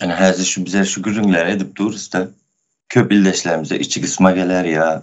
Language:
Turkmen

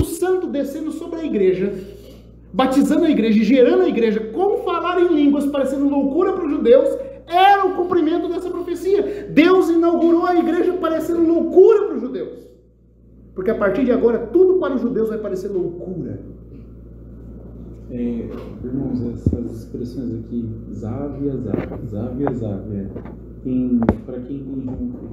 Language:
Portuguese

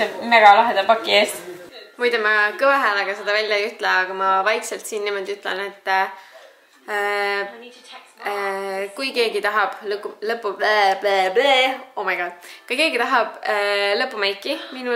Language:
Estonian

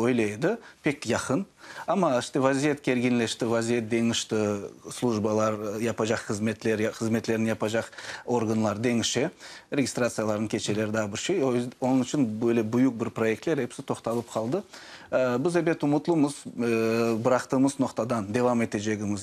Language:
Crimean Tatar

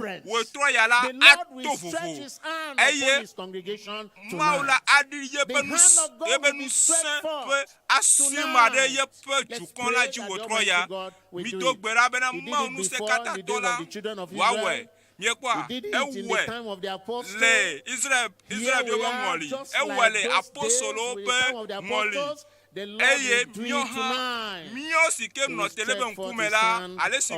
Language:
Ewe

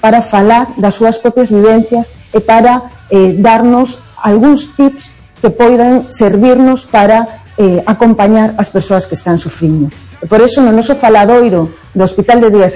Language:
Galician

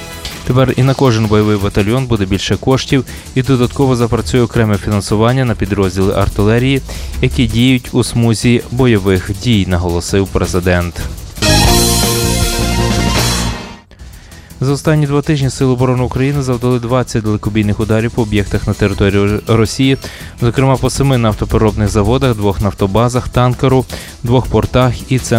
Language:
Ukrainian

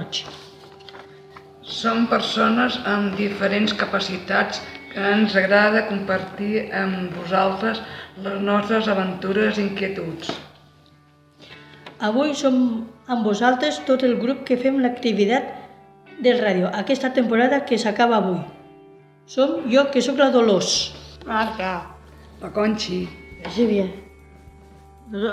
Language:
Catalan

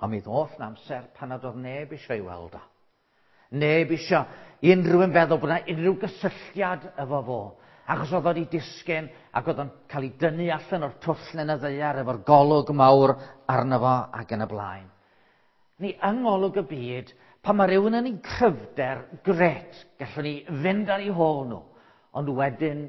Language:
Welsh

